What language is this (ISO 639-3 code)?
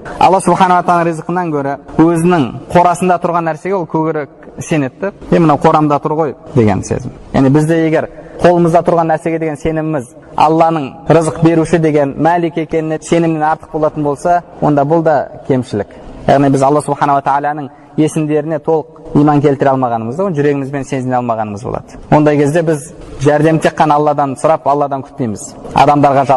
kaz